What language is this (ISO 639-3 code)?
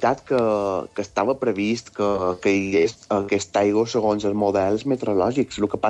cat